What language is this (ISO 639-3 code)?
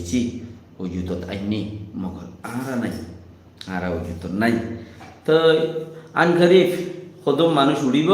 rhg